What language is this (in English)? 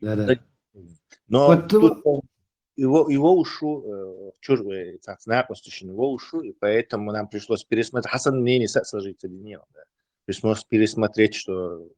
Chechen